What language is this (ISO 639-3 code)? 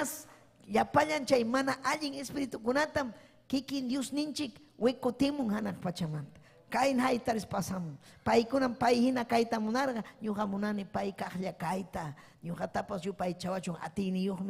quy